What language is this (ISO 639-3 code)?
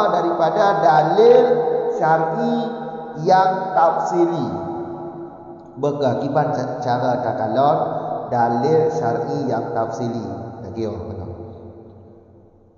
msa